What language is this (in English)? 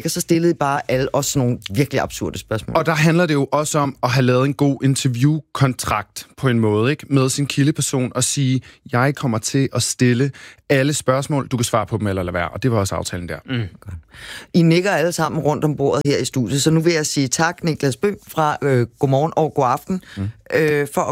Danish